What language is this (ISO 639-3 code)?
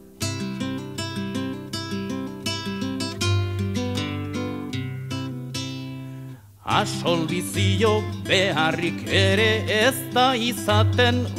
eus